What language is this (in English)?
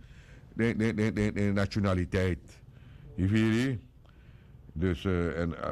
Sranan Tongo